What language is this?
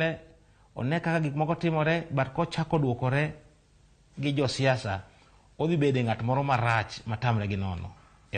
Luo (Kenya and Tanzania)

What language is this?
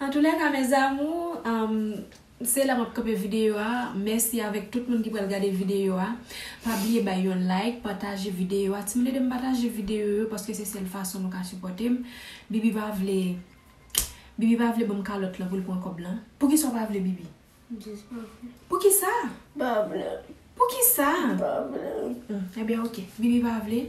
Haitian Creole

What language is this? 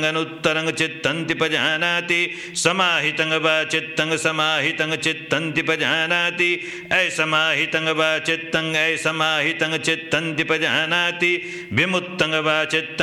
Pali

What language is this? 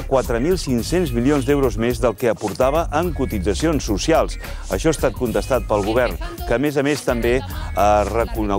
Catalan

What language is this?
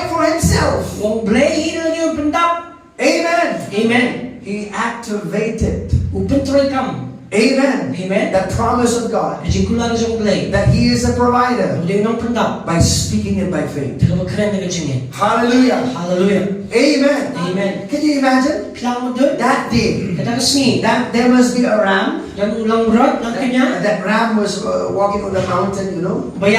Khasi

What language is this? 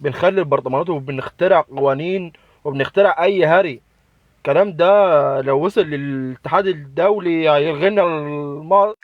Egyptian Arabic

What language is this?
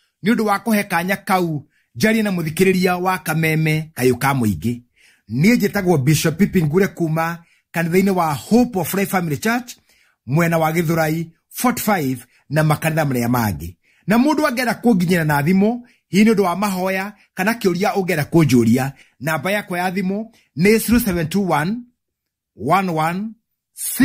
Kikuyu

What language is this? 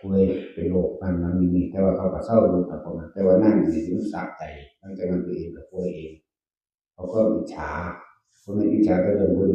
Northeastern Thai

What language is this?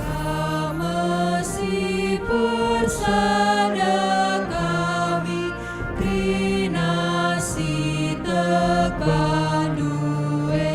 Batak Karo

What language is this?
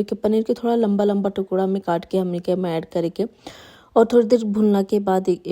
Bhojpuri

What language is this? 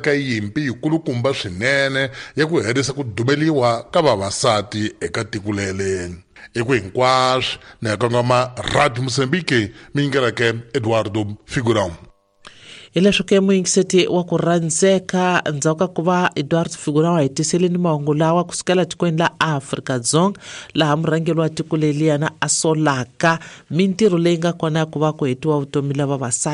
Tsonga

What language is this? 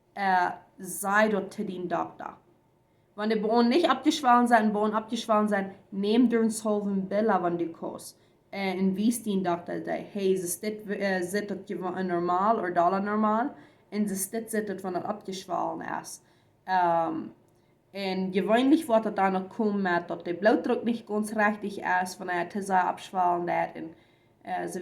Plautdietsch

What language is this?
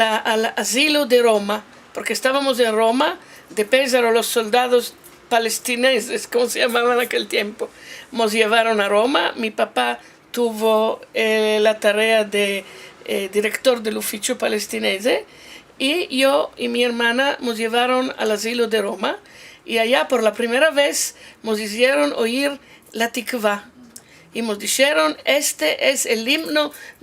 Ladino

